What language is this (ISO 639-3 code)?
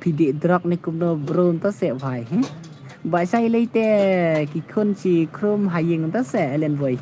kha